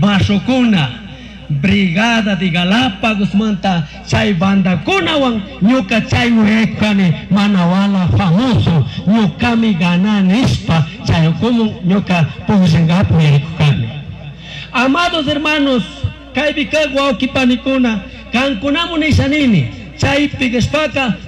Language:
Chimborazo Highland Quichua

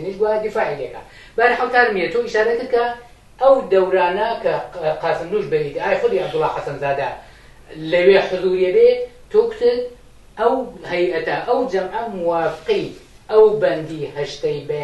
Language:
Central Kurdish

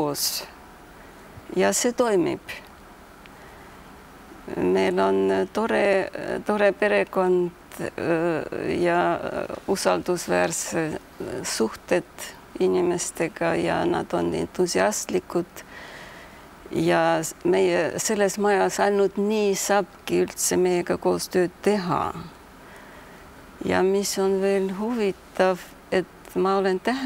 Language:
Estonian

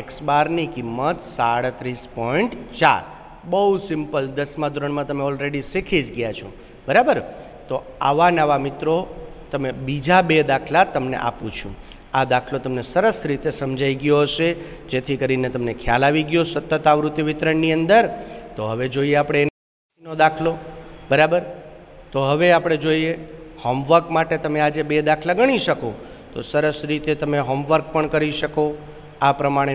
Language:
Gujarati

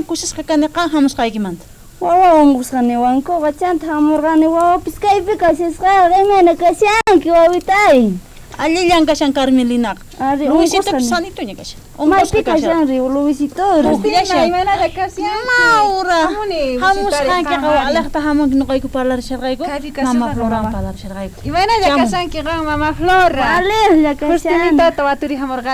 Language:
South Bolivian Quechua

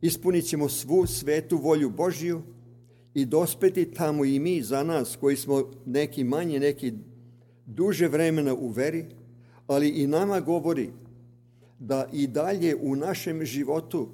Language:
Serbian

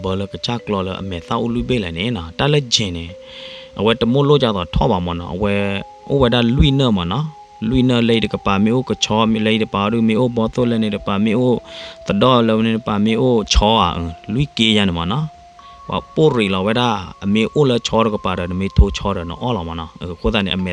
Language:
S'gaw Karen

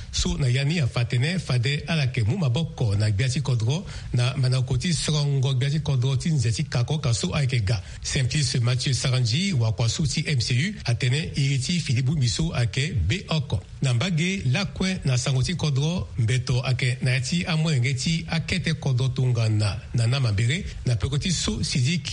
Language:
Sango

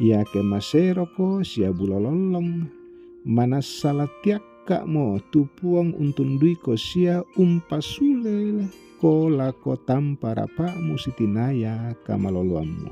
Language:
Toraja-Sa'dan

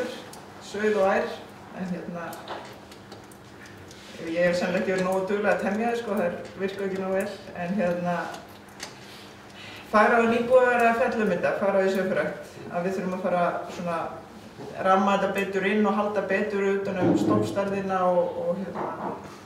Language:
Icelandic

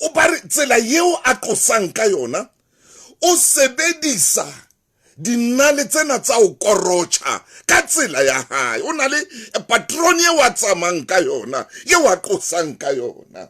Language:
Southern Sotho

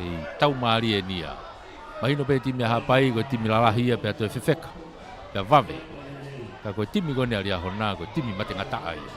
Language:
Tongan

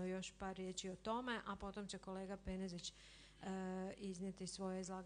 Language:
Croatian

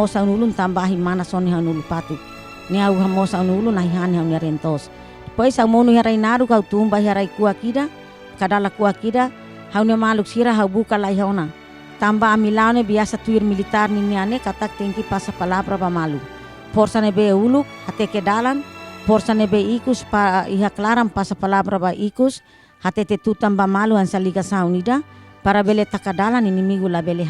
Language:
Tetum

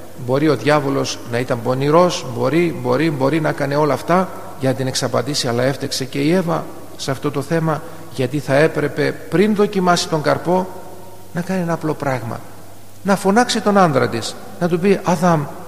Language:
Greek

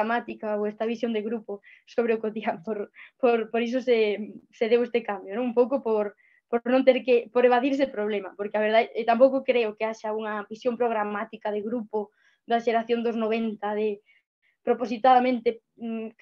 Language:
Galician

